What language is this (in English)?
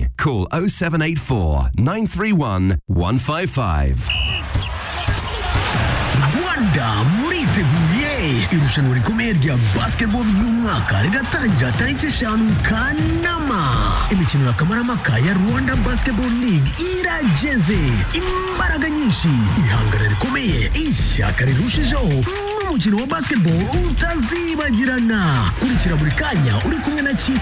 Kinyarwanda